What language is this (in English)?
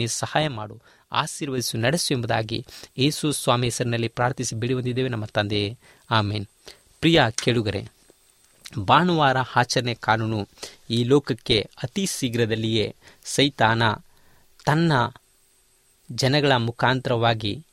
Kannada